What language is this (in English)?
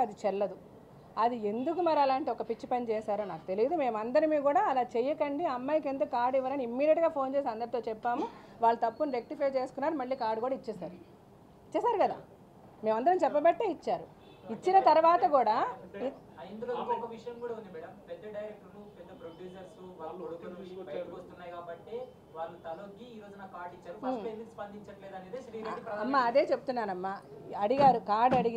Telugu